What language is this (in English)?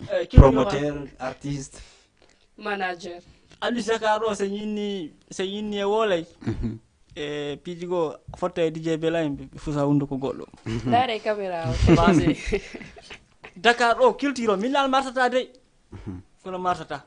Fula